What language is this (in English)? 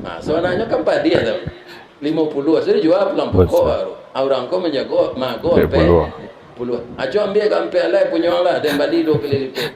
Minangkabau